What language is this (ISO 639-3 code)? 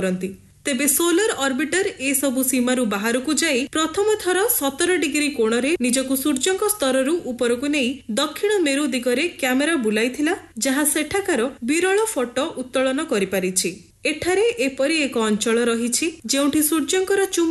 ori